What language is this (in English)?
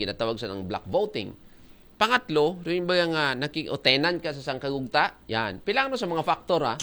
Aklanon